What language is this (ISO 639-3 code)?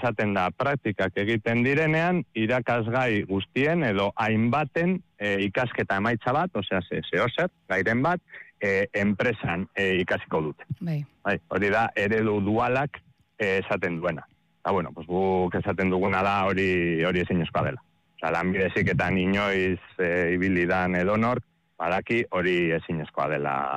eus